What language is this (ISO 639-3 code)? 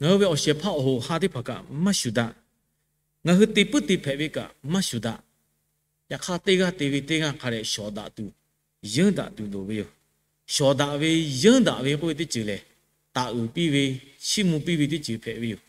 lhu